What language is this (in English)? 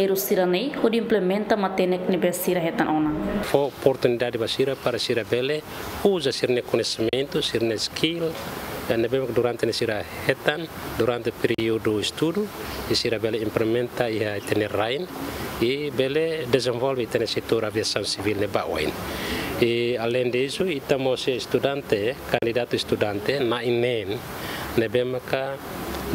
Tetum